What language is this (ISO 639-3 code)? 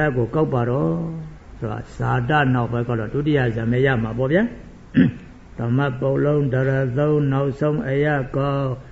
mya